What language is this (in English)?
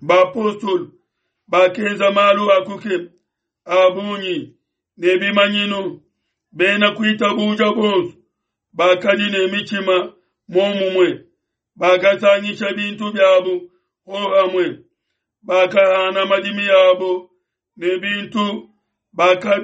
Luba-Lulua